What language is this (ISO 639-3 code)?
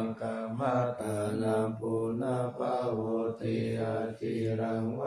pli